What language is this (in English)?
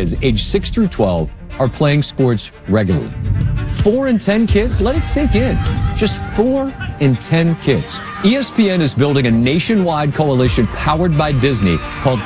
English